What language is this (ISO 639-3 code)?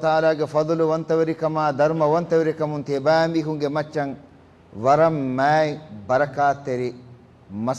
div